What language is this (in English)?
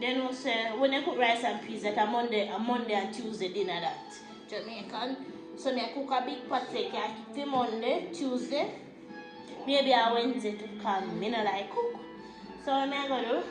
Jamaican Creole English